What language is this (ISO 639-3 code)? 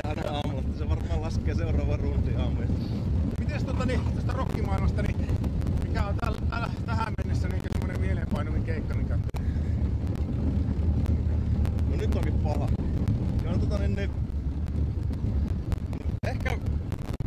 fin